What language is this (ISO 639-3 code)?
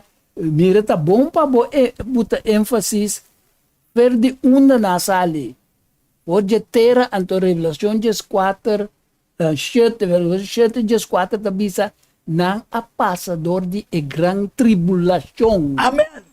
pap